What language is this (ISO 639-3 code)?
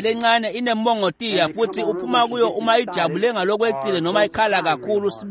ssw